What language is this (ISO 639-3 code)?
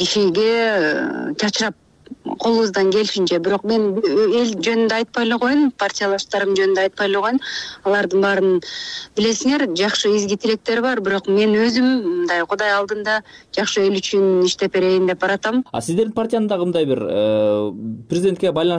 kir